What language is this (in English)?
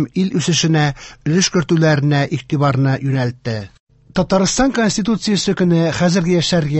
Tatar